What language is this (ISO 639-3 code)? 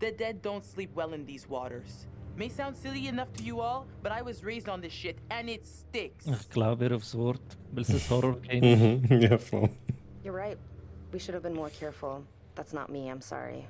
gsw